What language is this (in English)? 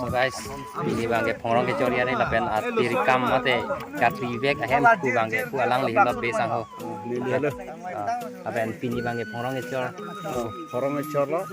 Karbi